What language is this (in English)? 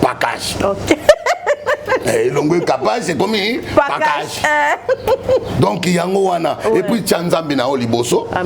Lingala